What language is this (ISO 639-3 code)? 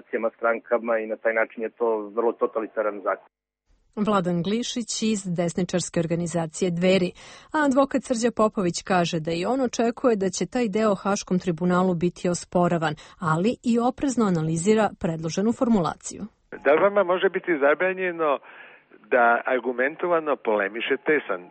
srp